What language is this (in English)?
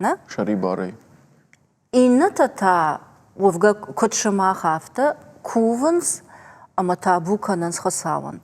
Ossetic